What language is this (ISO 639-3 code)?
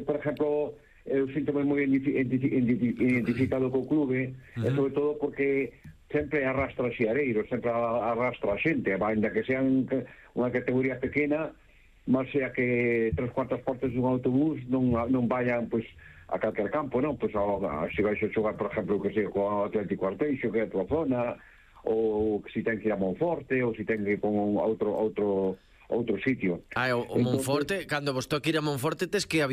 glg